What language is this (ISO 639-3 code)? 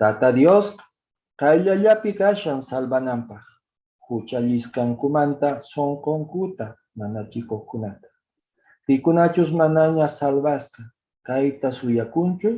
que